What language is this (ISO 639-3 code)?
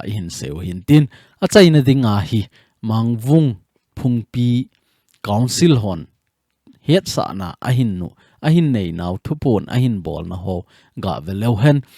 tcz